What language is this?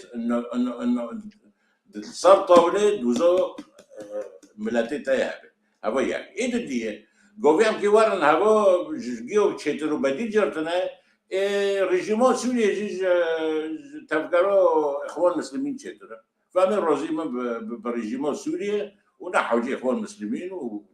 Kurdish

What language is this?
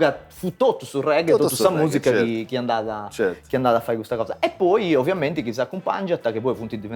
Sardinian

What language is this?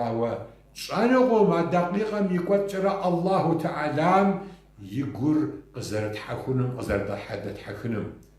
Kabardian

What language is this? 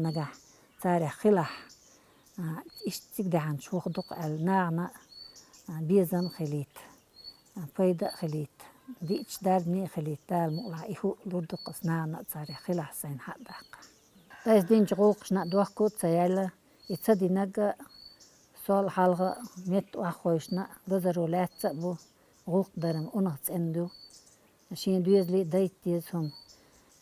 Chechen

